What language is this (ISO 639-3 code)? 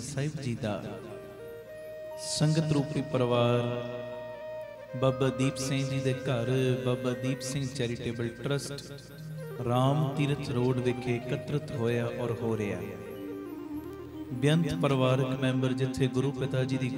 pan